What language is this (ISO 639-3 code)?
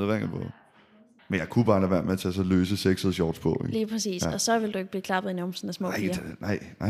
dan